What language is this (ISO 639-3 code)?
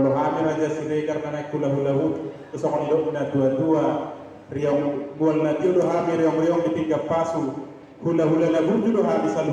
bbc